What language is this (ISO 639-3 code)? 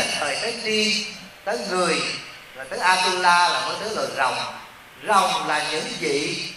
vie